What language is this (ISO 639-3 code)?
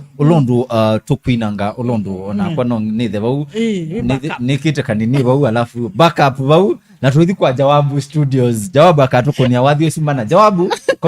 kam